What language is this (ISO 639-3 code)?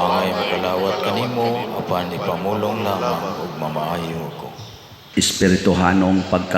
ceb